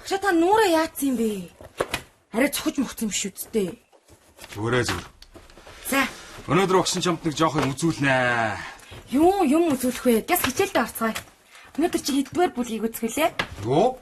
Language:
Mongolian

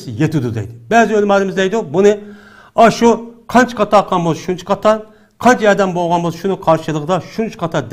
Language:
Uyghur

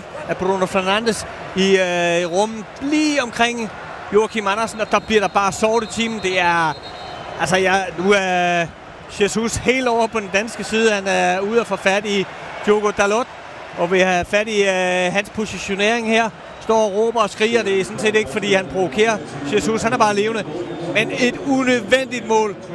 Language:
Danish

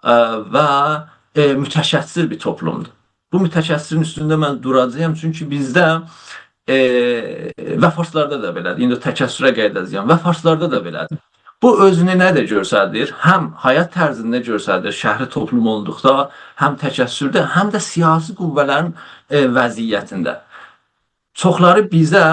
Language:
South Azerbaijani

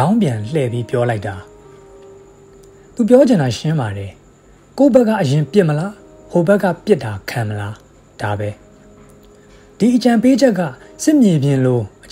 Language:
Burmese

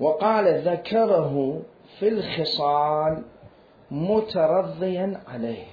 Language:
Mesopotamian Arabic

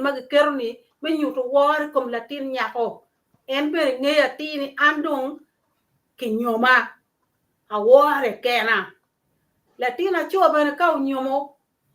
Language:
Acoli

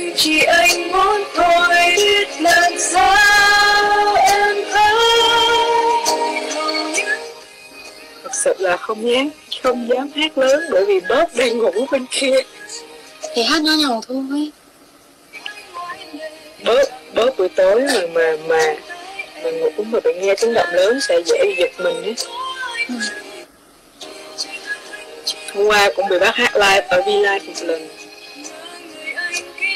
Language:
Vietnamese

